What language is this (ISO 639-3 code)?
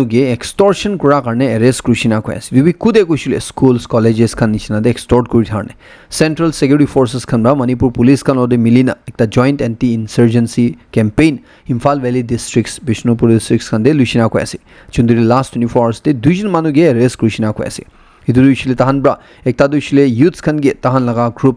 nag